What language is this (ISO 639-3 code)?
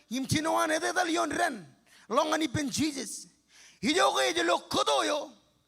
mah